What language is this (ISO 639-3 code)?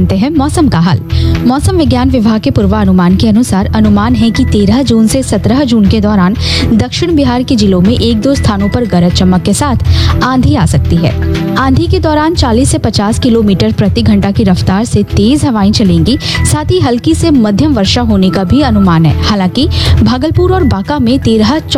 hin